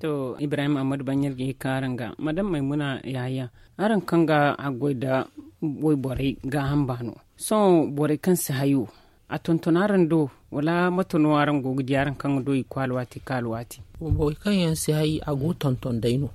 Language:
Zarma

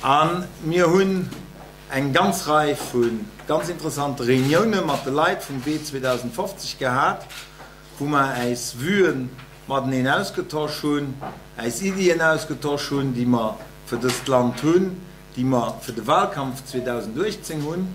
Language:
Luxembourgish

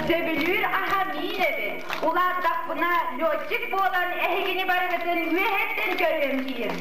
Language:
Yakut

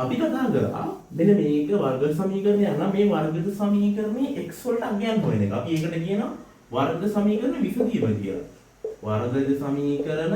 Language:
Sinhala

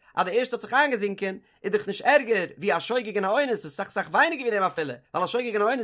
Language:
Yiddish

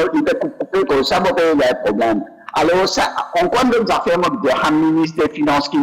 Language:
Morisyen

